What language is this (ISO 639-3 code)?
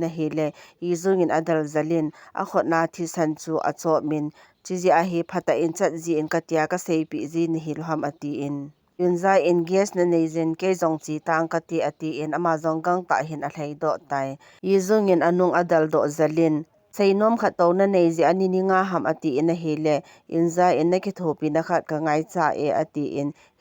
tcz